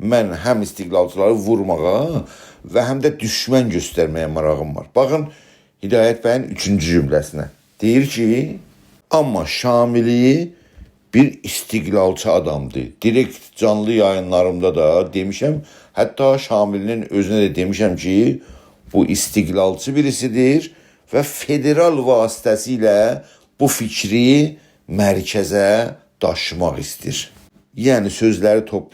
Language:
South Azerbaijani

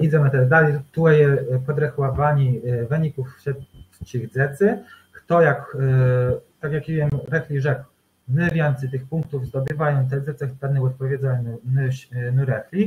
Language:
Kashubian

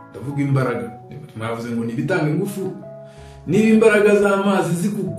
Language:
Kinyarwanda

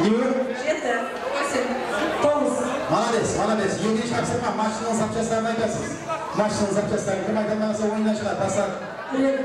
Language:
Kara-Kalpak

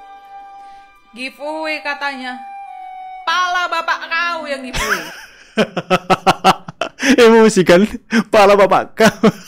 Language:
Indonesian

